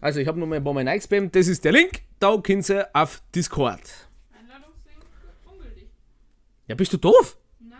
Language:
Bavarian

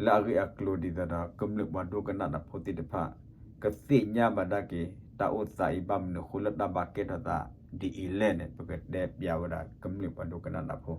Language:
S'gaw Karen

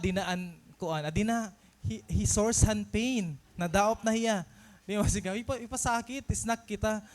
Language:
Waray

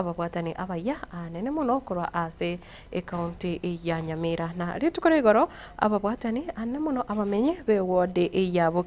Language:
Gusii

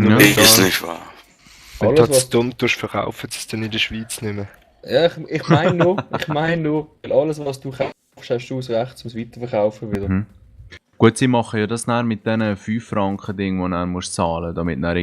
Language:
Swiss German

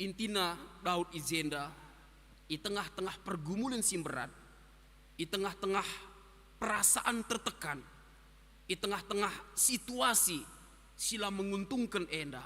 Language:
Batak Karo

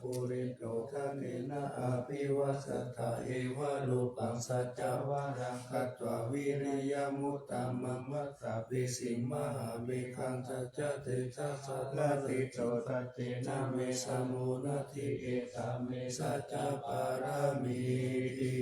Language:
Pali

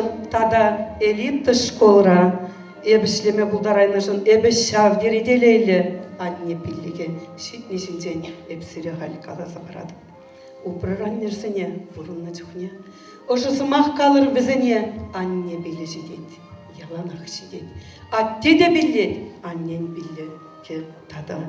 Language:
Chuvash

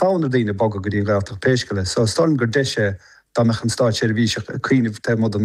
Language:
Irish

